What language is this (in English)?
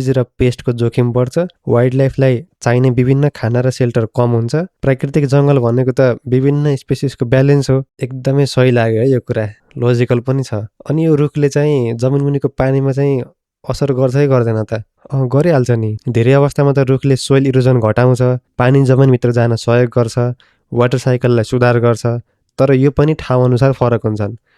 Nepali